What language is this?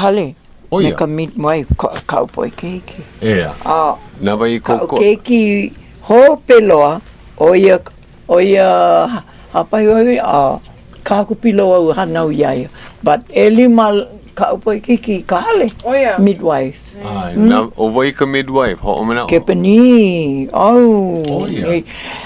Hawaiian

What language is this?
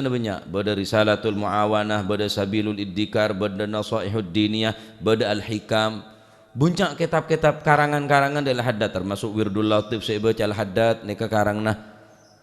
Madurese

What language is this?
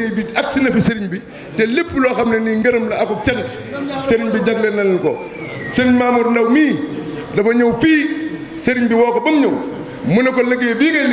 Wolof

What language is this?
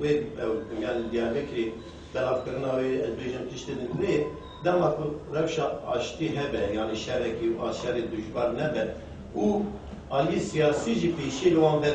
Kurdish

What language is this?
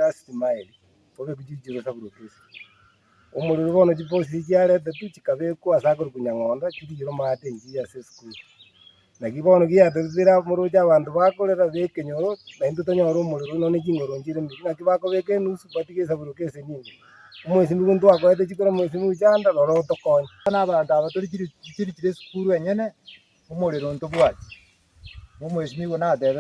Gusii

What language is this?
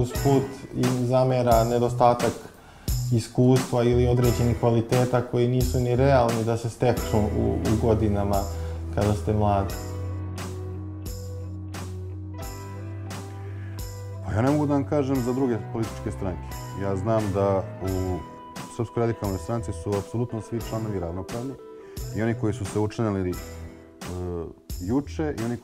Serbian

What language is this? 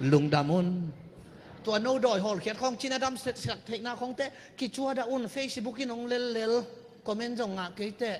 Tedim Chin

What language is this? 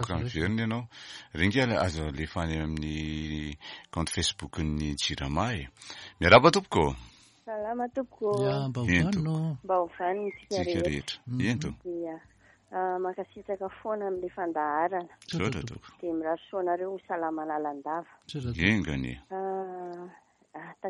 Malagasy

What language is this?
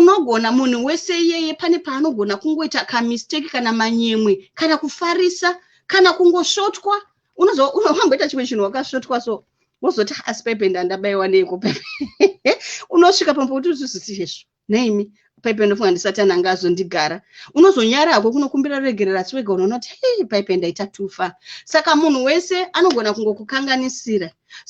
Shona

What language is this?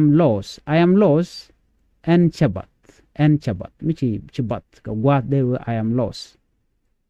Nuer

